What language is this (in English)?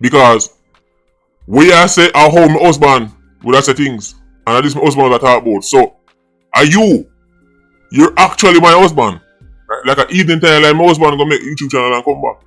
Jamaican Creole English